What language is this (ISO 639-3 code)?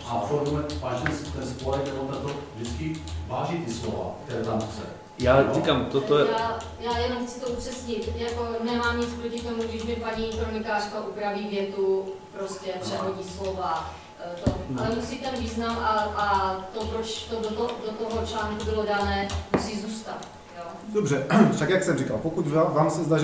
ces